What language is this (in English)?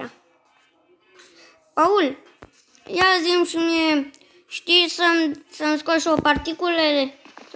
Romanian